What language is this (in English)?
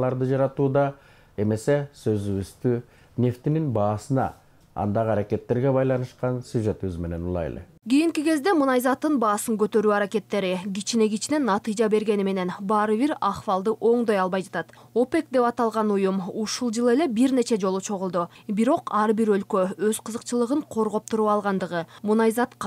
Kyrgyz